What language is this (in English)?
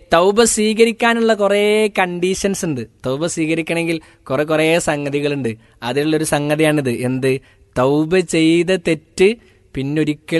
Malayalam